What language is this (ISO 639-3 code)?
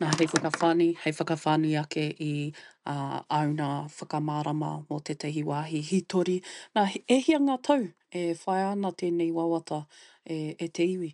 mri